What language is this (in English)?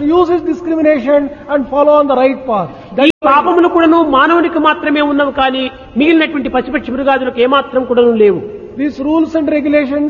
Telugu